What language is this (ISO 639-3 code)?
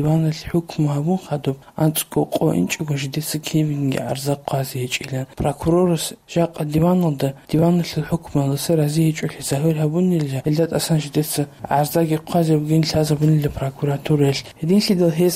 ava